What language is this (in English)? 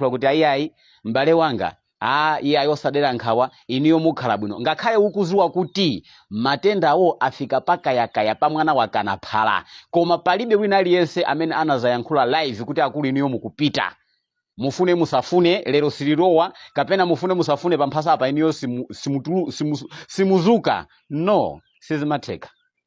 Nyanja